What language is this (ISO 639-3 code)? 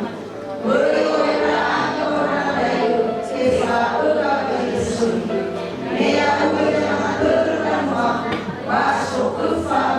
nia